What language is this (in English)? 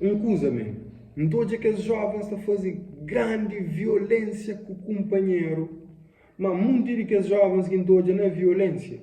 Kabuverdianu